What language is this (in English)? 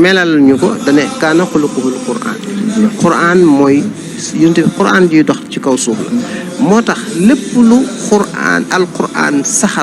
Wolof